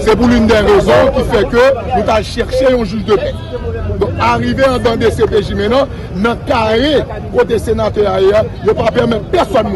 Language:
Haitian Creole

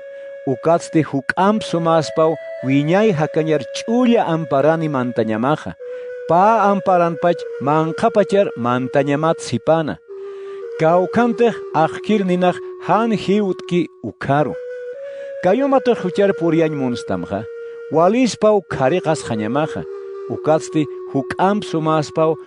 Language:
Aymara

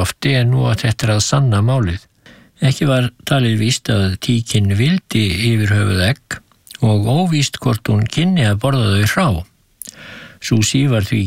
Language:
Icelandic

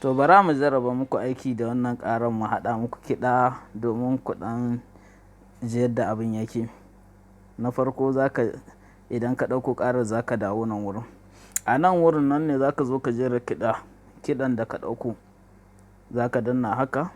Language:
Hausa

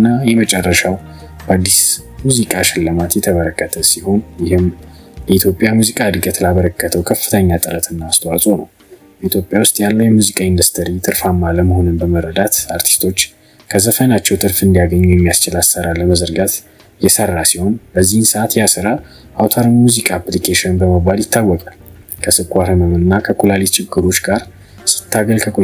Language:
Amharic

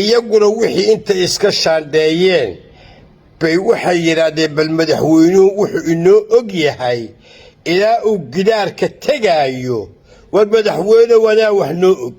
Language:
Somali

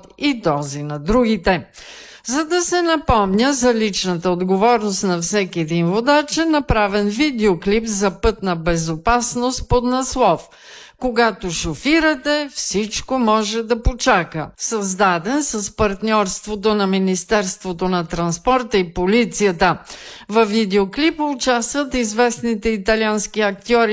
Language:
Bulgarian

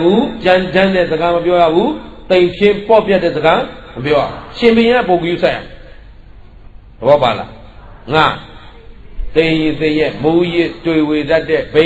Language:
Burmese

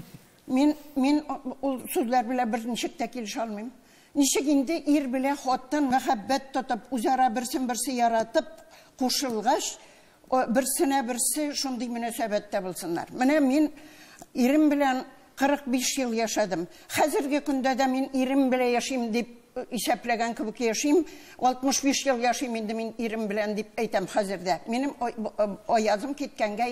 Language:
Tatar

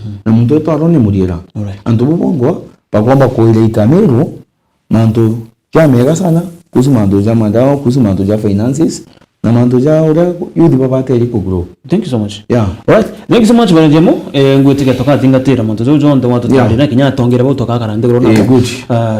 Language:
Meru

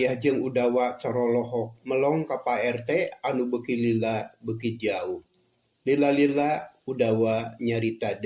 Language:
Sundanese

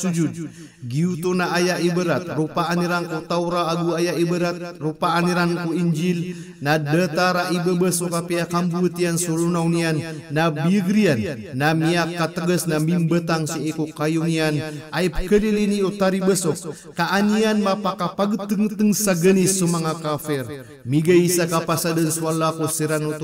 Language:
Maranao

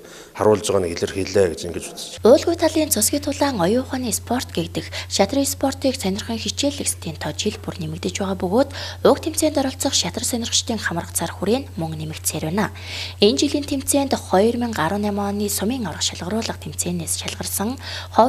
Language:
Mongolian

